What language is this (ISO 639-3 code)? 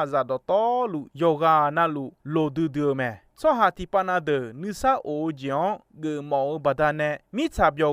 ahk